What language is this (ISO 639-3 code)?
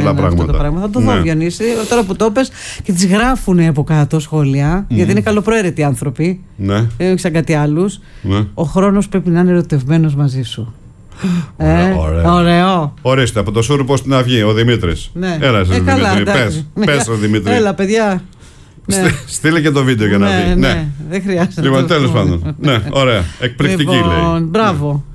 ell